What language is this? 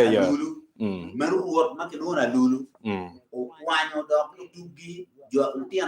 Acoli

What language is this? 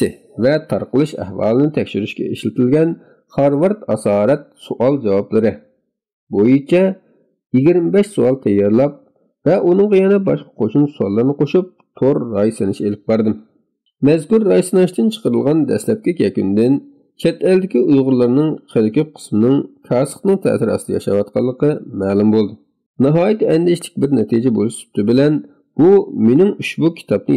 Uyghur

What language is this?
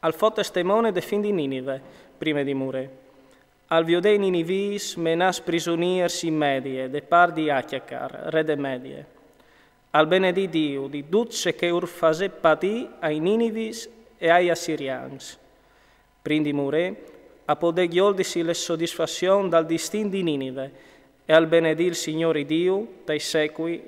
Friulian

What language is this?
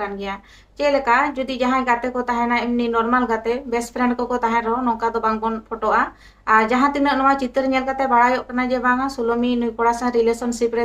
Santali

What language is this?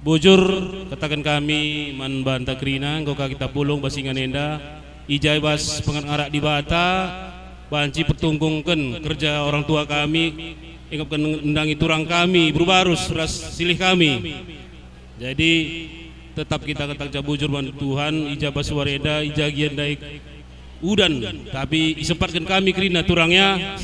Batak Karo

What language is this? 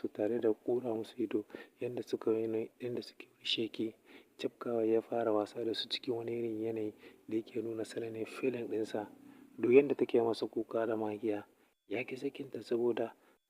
Hausa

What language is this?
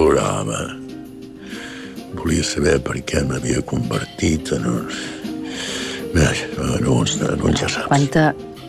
Catalan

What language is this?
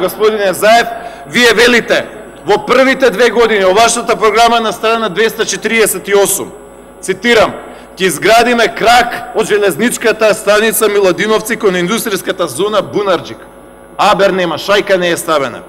Macedonian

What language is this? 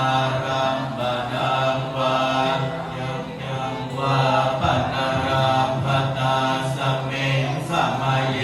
Pali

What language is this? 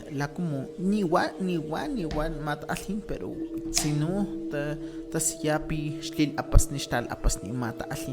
Highland Totonac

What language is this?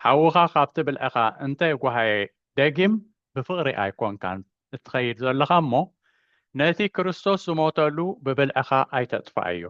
Tigrinya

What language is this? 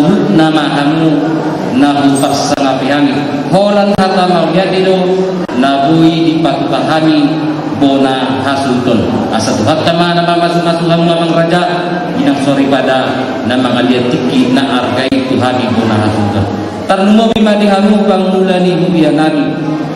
Batak Toba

